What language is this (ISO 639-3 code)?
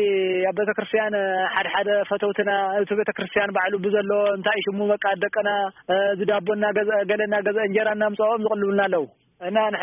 tir